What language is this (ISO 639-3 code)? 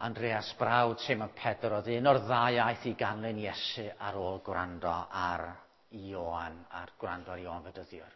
cym